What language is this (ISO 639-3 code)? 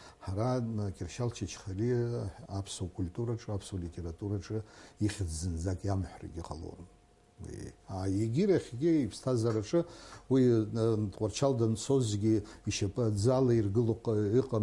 abk